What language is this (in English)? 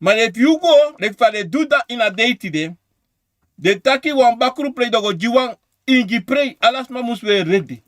Sranan Tongo